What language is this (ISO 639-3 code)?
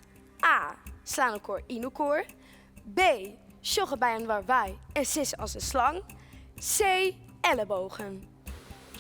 fry